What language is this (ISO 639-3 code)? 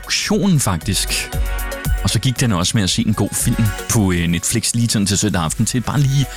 dan